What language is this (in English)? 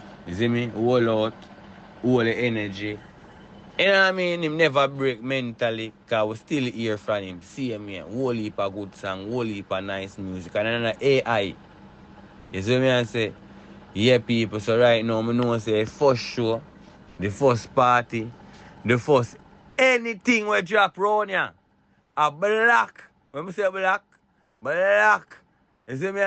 Jamaican Creole English